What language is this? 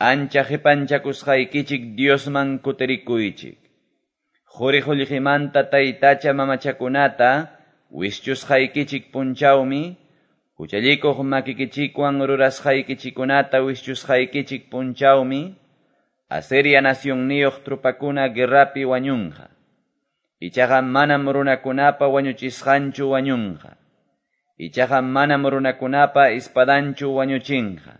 Quechua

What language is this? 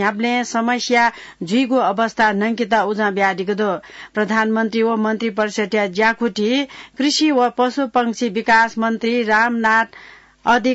Newari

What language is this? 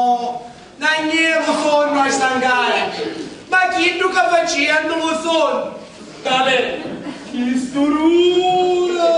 Sicilian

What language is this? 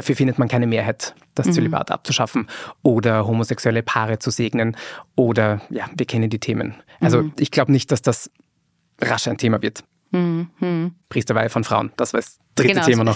German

